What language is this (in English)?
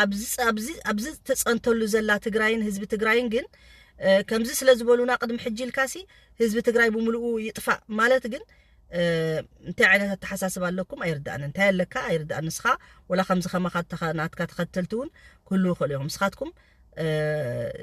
Tigrinya